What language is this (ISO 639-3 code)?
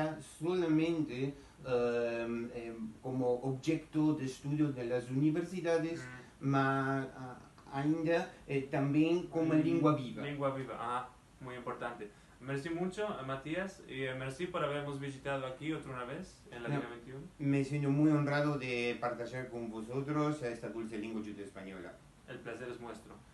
lad